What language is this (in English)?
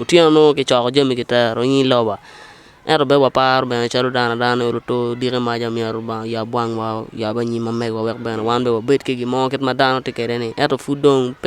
Acoli